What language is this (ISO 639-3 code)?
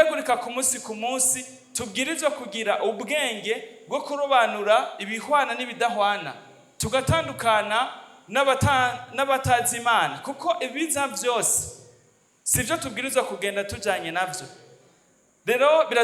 run